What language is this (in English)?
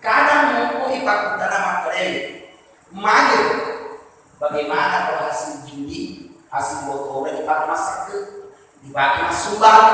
Buginese